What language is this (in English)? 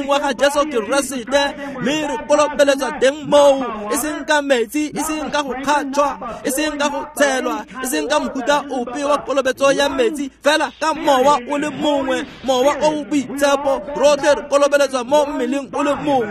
Tswana